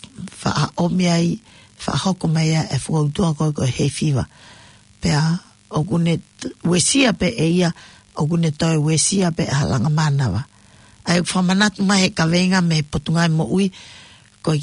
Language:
Tongan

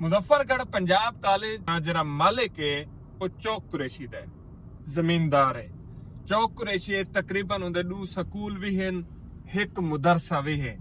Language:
Saraiki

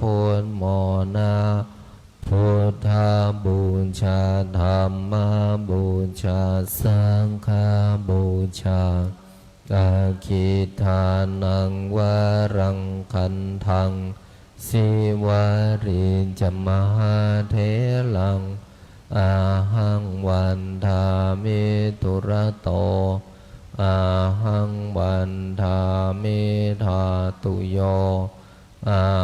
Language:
Pali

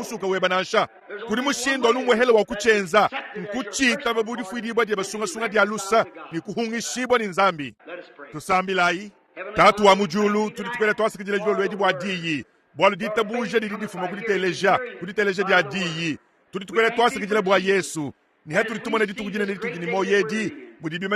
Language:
Luba-Lulua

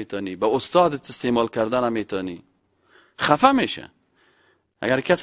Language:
Persian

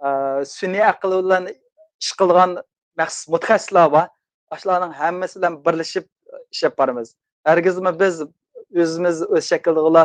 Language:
Uyghur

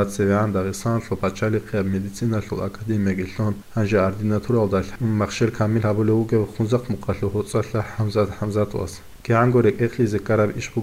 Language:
Avaric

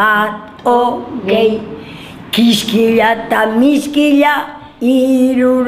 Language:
Basque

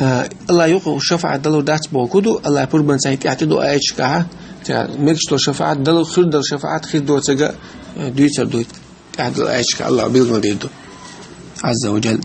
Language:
Chechen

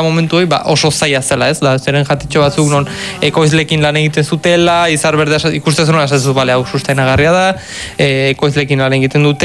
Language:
Basque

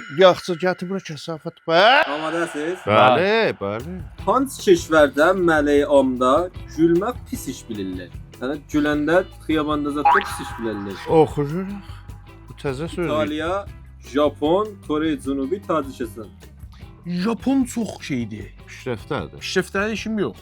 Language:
South Azerbaijani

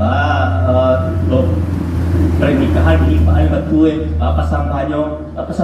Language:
Minangkabau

